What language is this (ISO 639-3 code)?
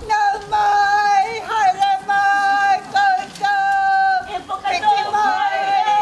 mri